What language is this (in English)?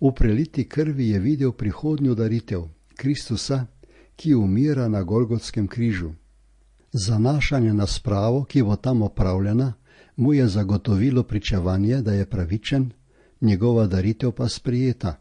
Slovenian